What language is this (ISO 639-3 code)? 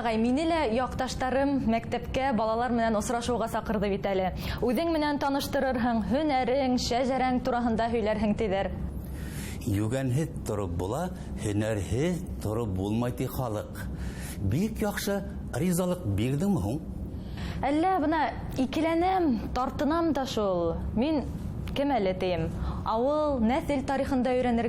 bak